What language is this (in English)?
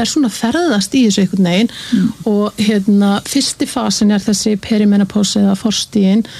Icelandic